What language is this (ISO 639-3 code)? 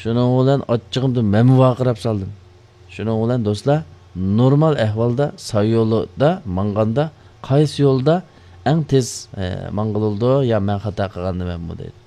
uig